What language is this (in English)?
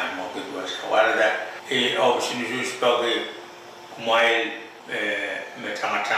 Pohnpeian